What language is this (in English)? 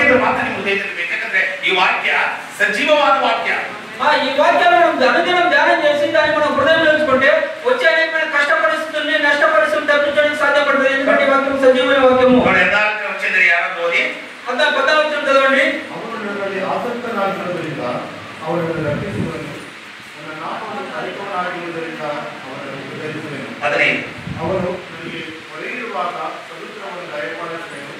Kannada